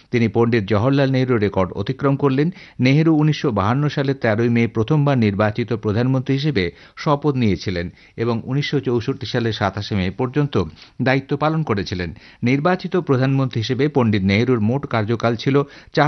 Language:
Bangla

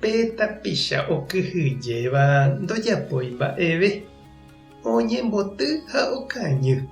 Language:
Guarani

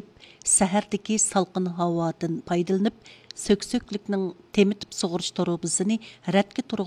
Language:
Uyghur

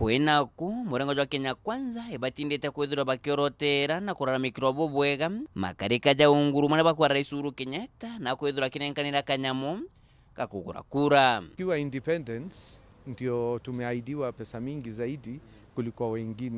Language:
Meru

